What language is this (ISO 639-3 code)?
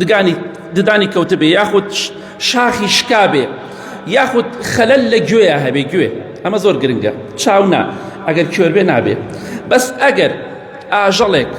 ckb